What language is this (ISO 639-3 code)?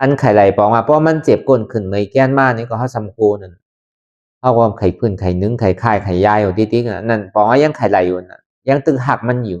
khb